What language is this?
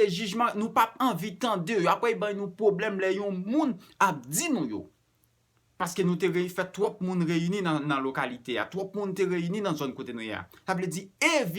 Haitian Creole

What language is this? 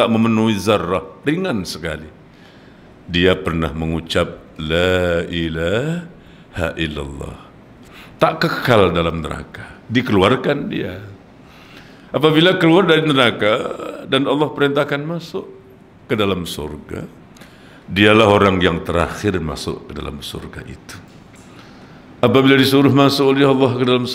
Malay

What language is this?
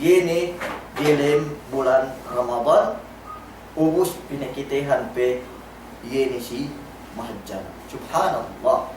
Yakan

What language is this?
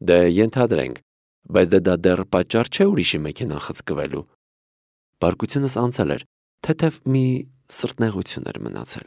Armenian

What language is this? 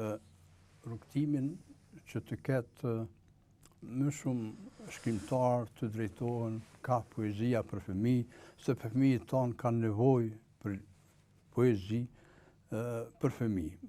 Albanian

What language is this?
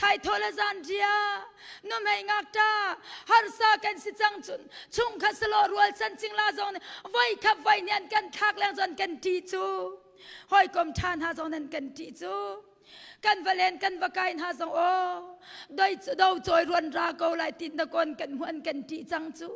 Hakha Chin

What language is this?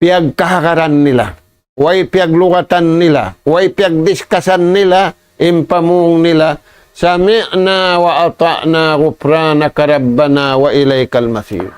Tausug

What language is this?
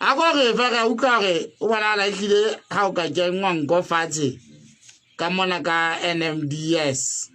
Southern Sotho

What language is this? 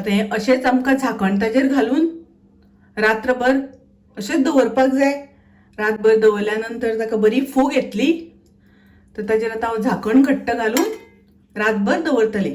Konkani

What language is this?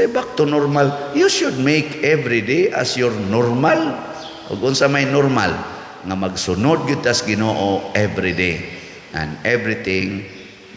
Cebuano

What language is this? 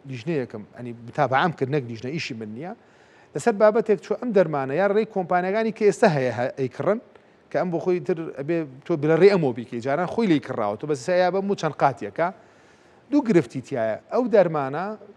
Central Kurdish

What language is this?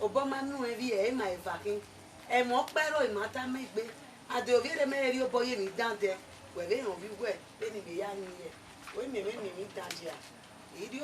Bini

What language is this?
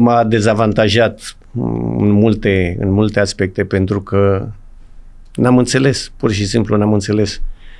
Romanian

